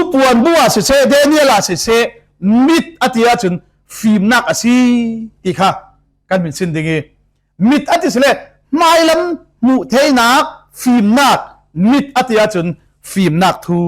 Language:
Falam Chin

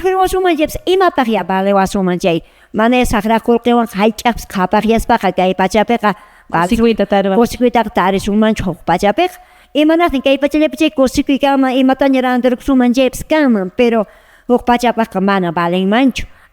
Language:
Quechua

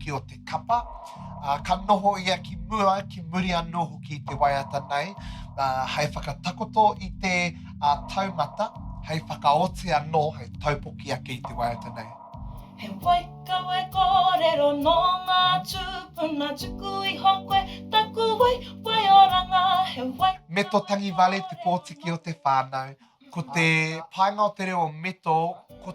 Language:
Māori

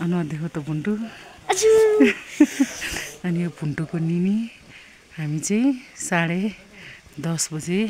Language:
Nepali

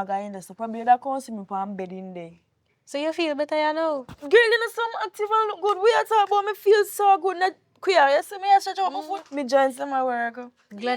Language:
Jamaican Creole English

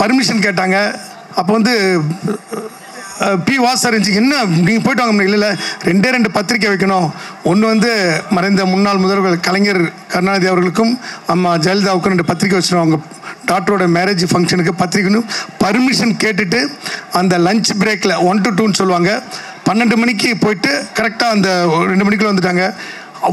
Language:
Tamil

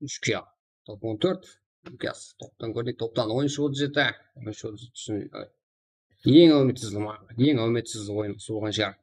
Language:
Kara-Kalpak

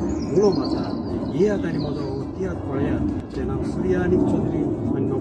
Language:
Konkani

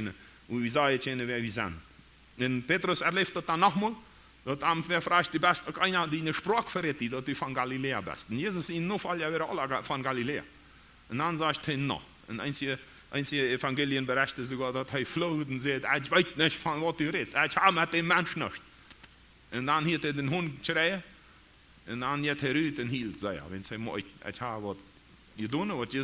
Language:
Plautdietsch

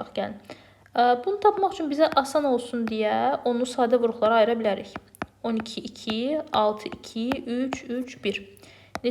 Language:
Azerbaijani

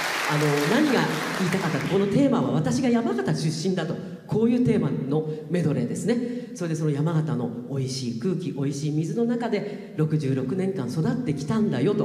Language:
Japanese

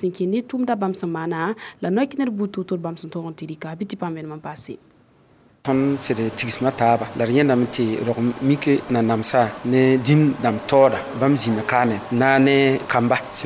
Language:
Mossi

